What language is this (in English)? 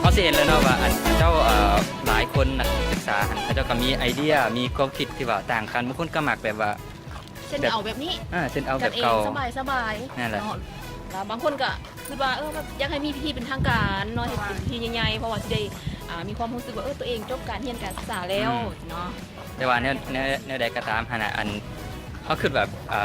Lao